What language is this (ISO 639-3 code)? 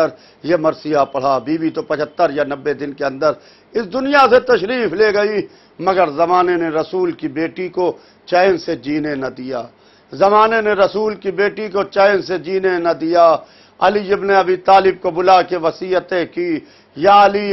urd